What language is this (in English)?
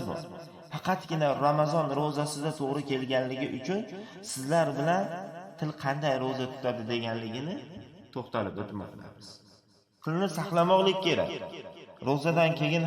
Uzbek